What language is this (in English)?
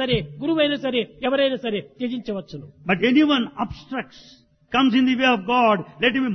Telugu